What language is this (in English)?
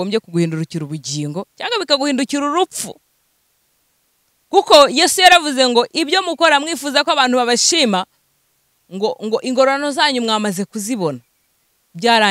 Kinyarwanda